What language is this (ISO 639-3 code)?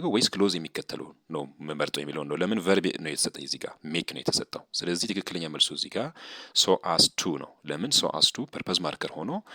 amh